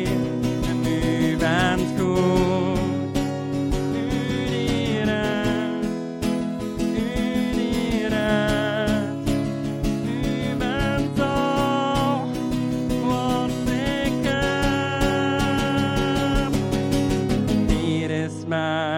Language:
Dutch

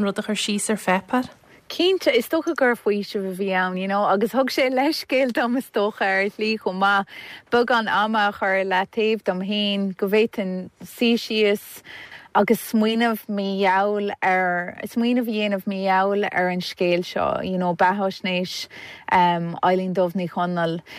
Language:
Irish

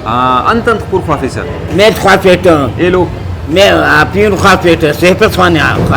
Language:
Brahui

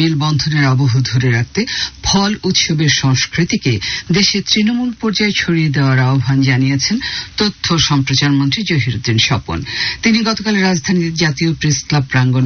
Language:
Bangla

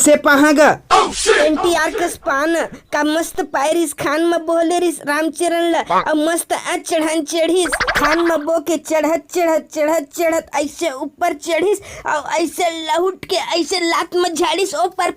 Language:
Chhattisgarhi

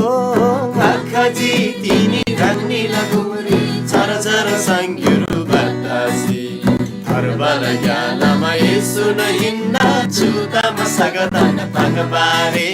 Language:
Eastern Tamang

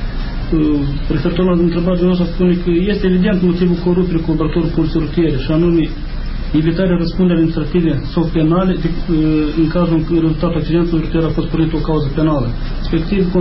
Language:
Romanian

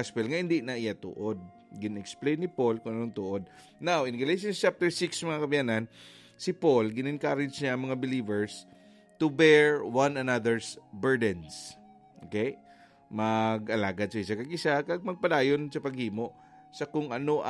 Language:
Hiligaynon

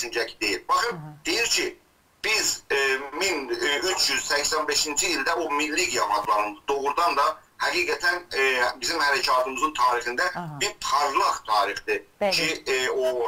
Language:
South Azerbaijani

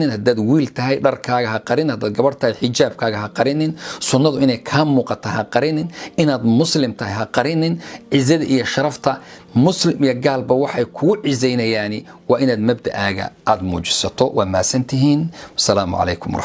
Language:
Somali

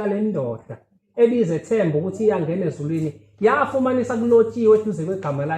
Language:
Zulu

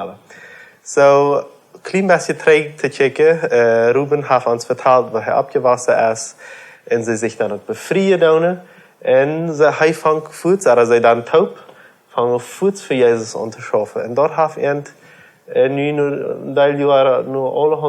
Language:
Plautdietsch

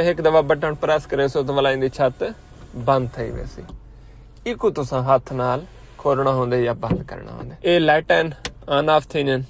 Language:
Saraiki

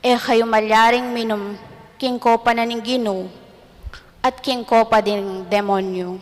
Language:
Pampanga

